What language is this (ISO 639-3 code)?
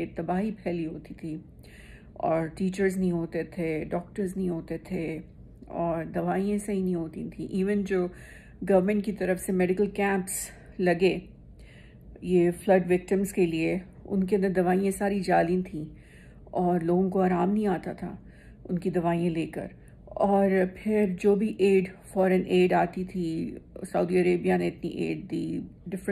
urd